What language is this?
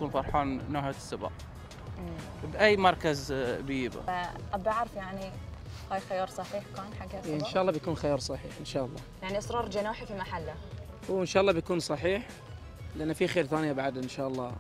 Gulf Arabic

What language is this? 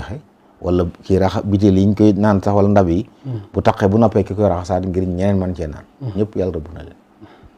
Wolof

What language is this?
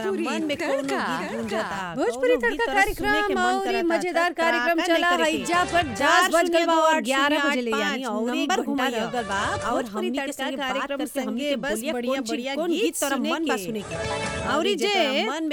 Bhojpuri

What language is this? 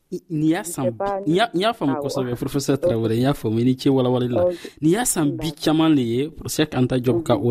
Dyula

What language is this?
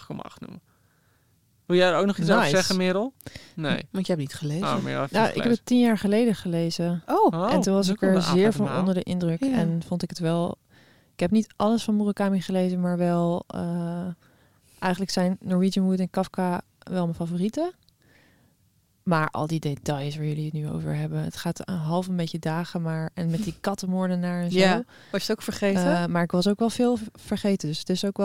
Dutch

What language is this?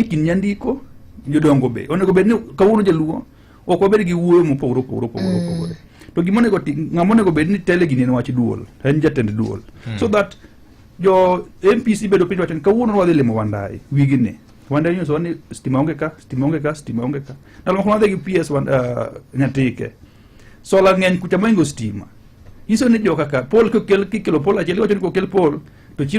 Luo (Kenya and Tanzania)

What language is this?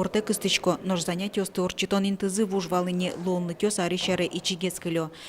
Udmurt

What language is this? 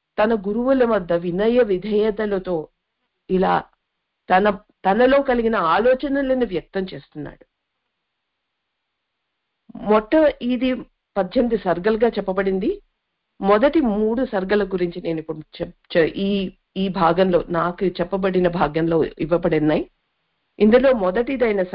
Telugu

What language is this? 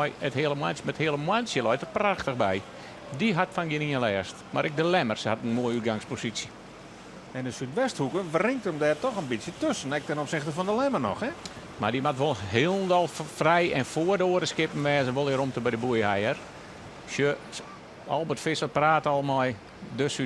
Western Frisian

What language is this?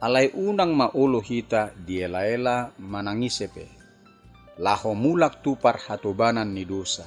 Batak Toba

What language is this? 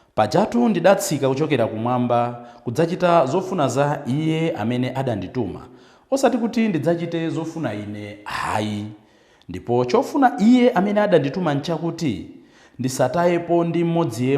Nyanja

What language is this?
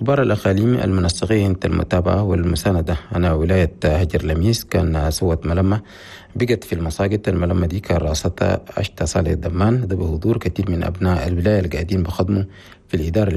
Chadian Arabic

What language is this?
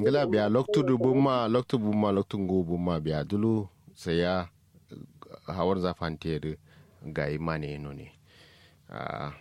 Kanuri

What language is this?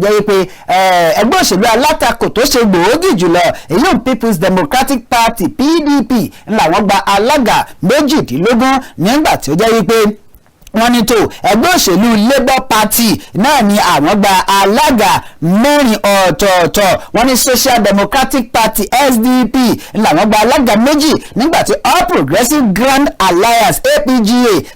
Yoruba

